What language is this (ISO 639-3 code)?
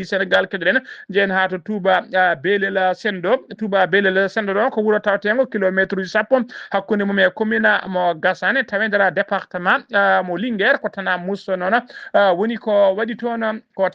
ful